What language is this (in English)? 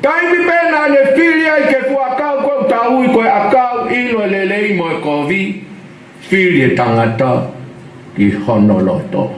Tongan